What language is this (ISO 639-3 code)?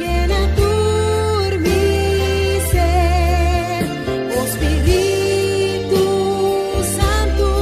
pap